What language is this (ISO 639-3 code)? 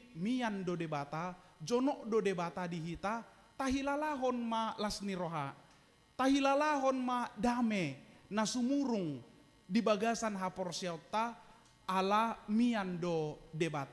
bbc